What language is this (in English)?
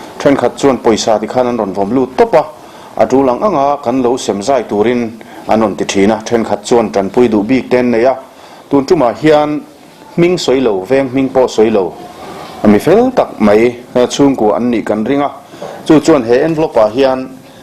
Mizo